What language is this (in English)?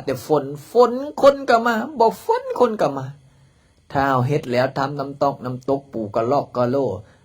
Lao